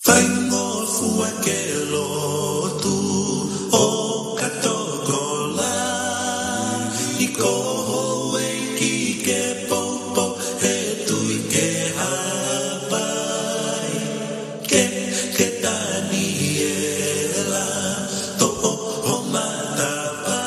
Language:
Tongan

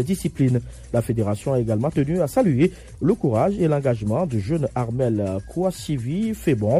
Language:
French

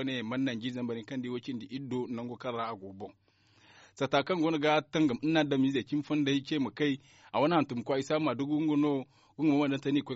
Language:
Zarma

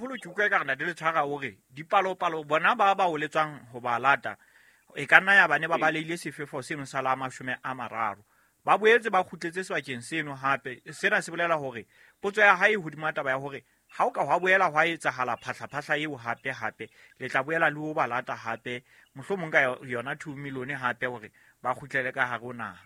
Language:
Southern Sotho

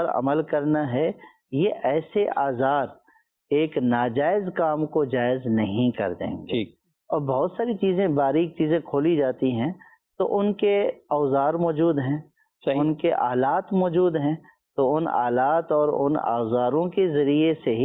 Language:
Urdu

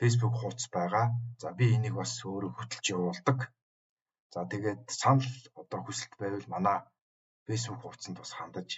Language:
Mongolian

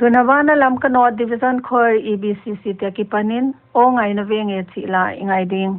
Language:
Paite Chin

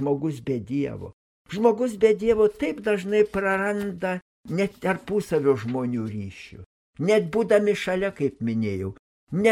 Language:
Lithuanian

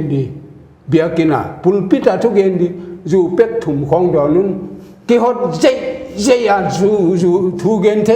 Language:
Paite Chin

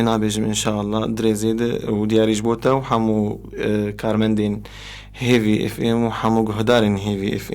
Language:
Kurdish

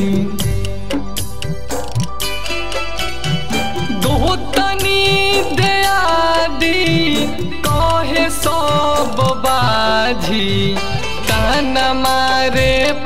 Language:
Bhojpuri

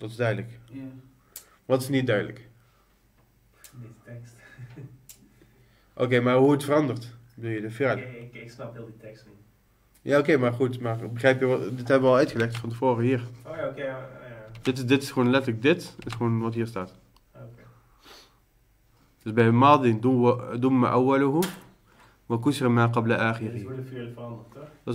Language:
Dutch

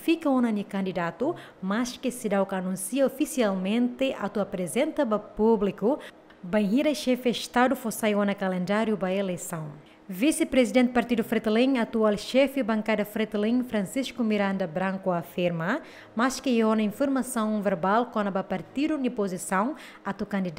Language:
Tetum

